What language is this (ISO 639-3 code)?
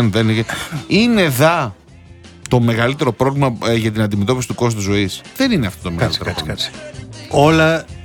ell